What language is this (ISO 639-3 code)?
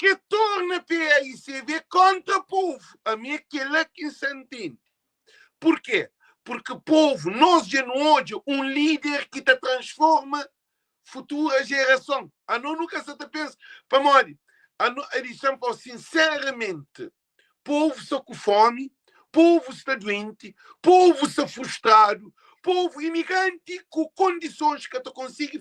kea